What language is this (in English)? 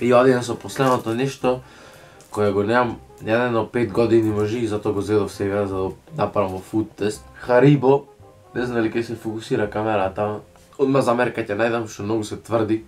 Macedonian